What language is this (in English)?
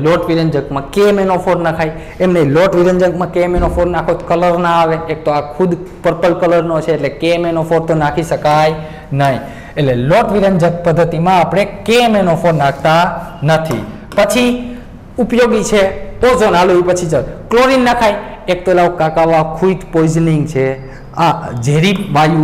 Gujarati